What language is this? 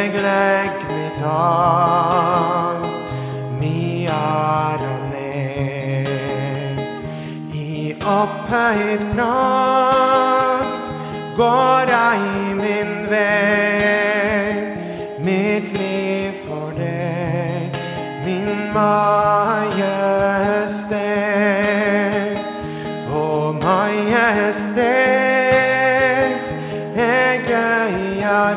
Norwegian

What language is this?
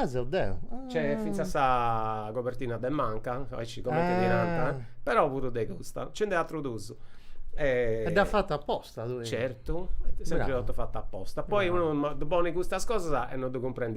Sardinian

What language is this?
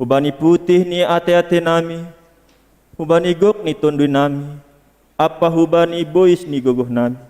Batak Simalungun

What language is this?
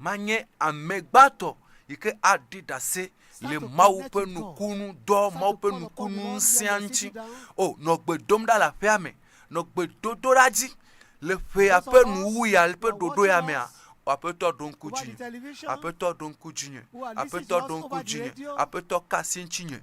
Ewe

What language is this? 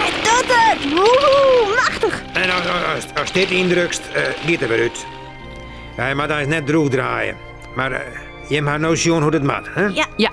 Western Frisian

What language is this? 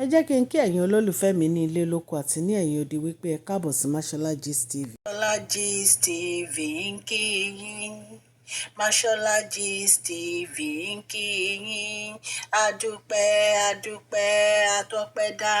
Yoruba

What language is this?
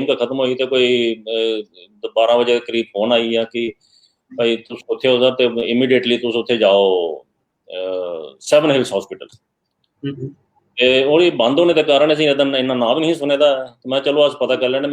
Dogri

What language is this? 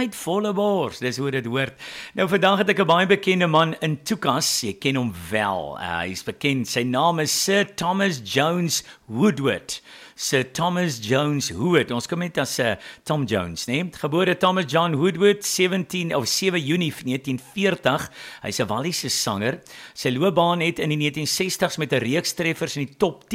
Afrikaans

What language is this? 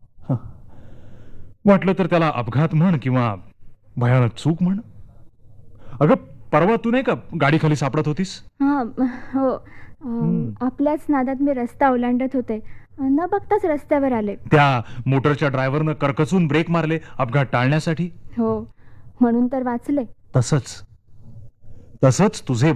Marathi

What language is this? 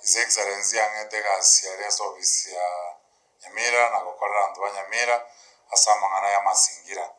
Gusii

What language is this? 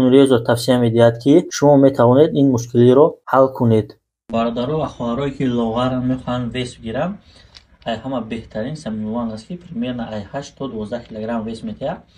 Tajik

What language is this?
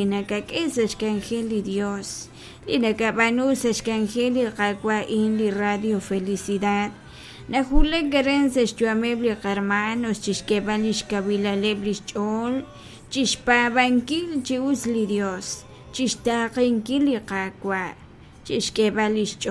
Kekchí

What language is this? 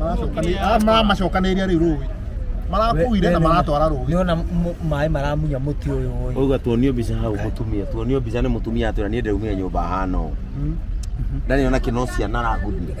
Kikuyu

